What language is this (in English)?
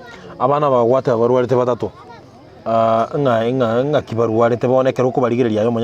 Gusii